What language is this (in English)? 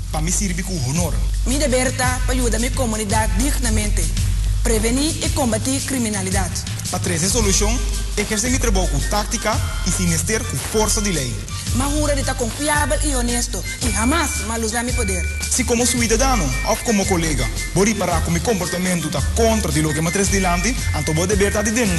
Papiamento